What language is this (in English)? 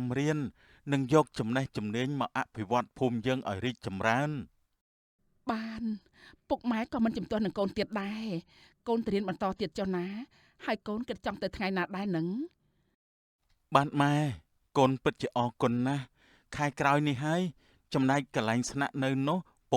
Khmer